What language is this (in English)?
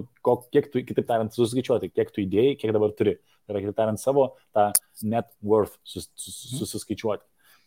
Lithuanian